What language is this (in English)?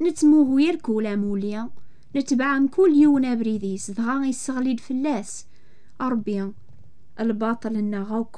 Kabyle